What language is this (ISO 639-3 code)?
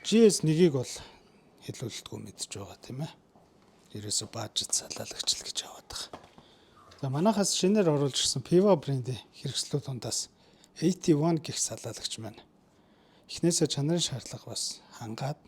mon